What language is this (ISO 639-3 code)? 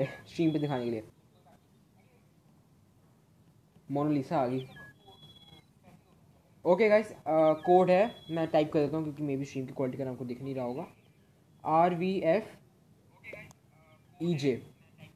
hin